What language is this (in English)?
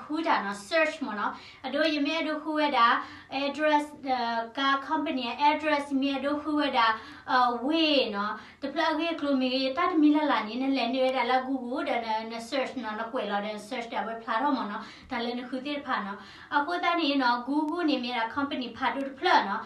S'gaw Karen